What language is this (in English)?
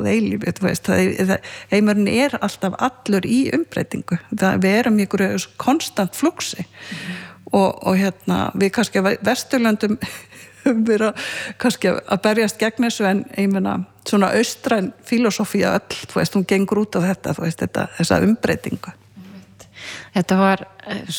Icelandic